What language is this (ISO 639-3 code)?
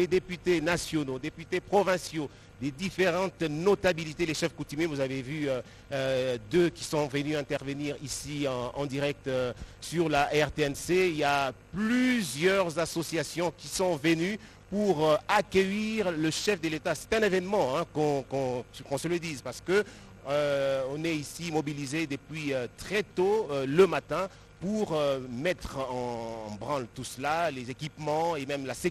fra